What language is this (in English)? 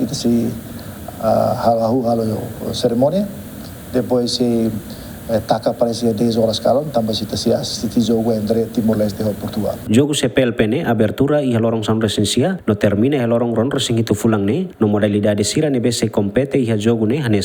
Tetum